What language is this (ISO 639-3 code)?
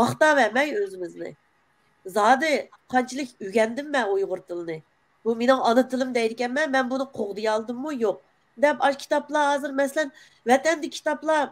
uig